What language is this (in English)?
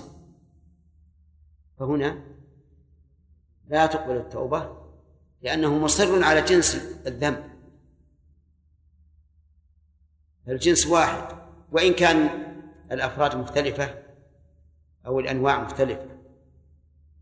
Arabic